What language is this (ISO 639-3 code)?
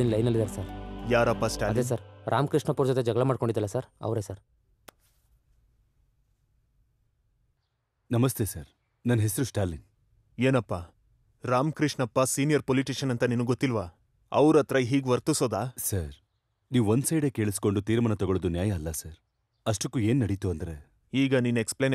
kan